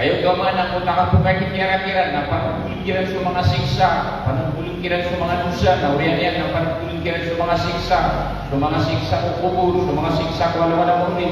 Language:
Maranao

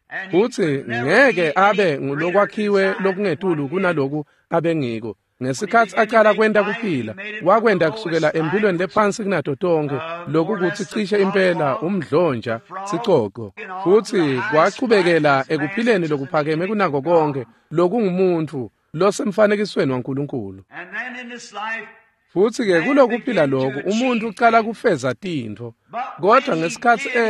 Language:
Swati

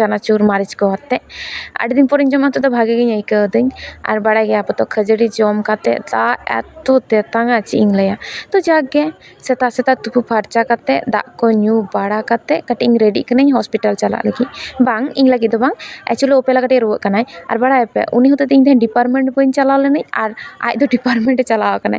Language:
Santali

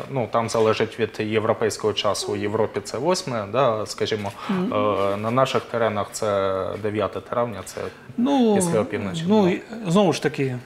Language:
Ukrainian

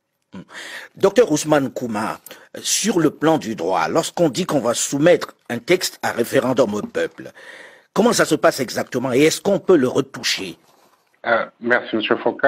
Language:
French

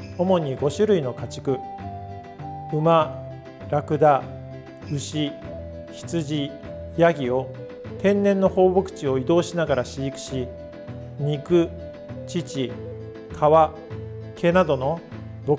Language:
Japanese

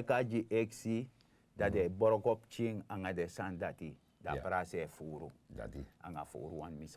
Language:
Sranan Tongo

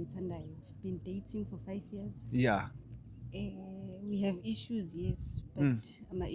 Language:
Zulu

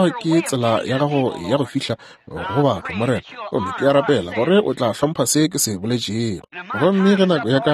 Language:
Northern Sotho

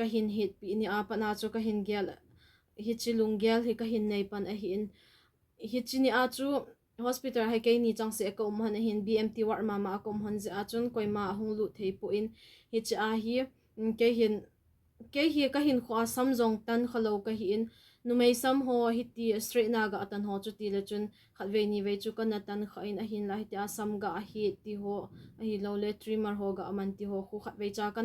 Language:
Thado Chin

